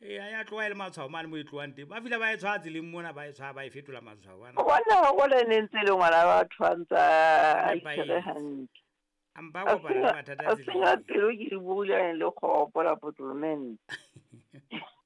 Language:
Southern Sotho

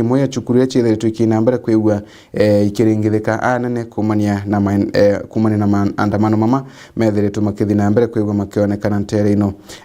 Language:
Meru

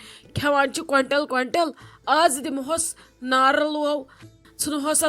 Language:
Kashmiri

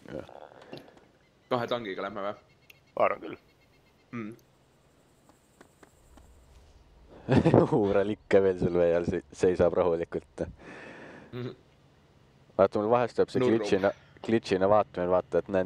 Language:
Estonian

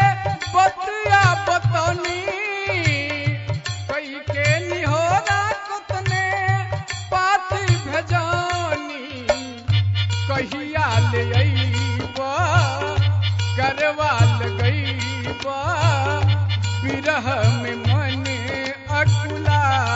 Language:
Bhojpuri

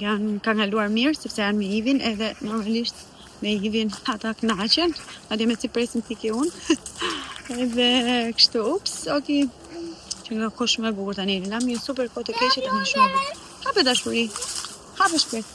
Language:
Albanian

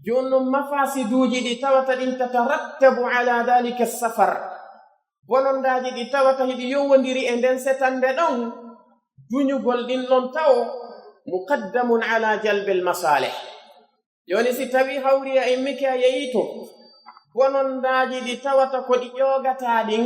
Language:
Pular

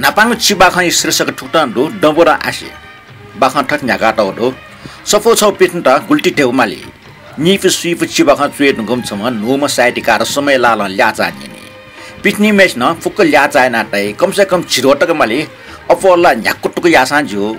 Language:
Newari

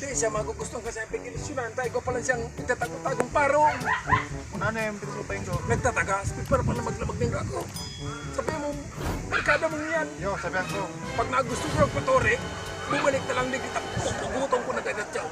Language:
Bikol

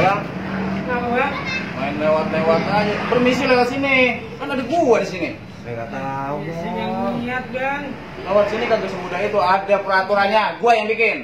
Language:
Betawi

